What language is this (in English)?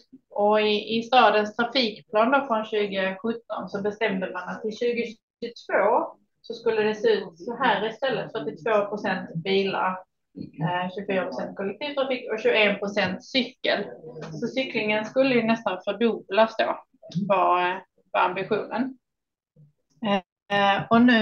Swedish